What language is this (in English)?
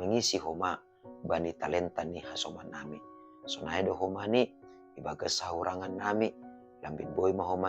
Batak Simalungun